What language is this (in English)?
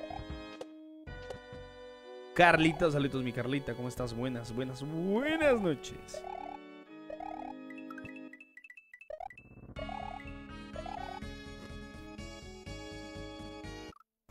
Spanish